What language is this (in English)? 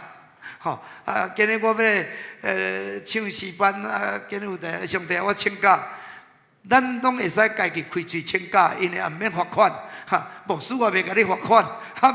Min Nan Chinese